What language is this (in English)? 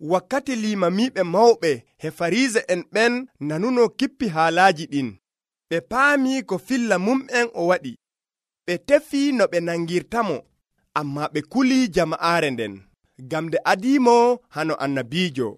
Nigerian Fulfulde